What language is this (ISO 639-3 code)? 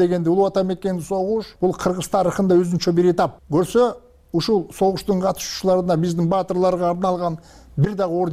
kir